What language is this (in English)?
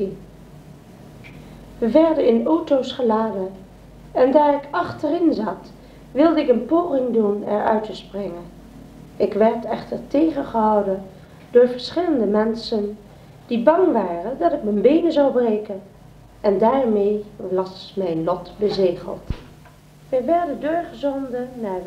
Dutch